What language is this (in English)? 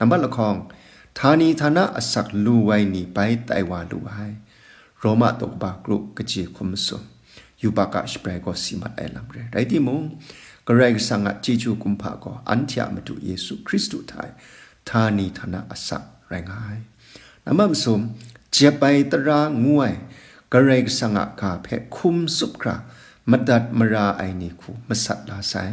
Kachin